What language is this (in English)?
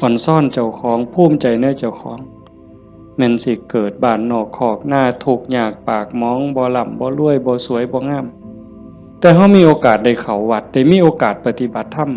Northeastern Thai